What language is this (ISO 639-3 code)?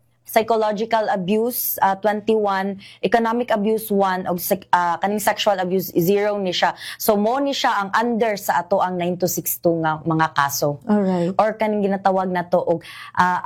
ceb